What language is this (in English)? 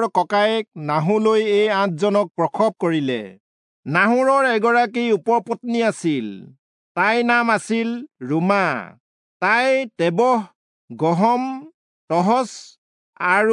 Assamese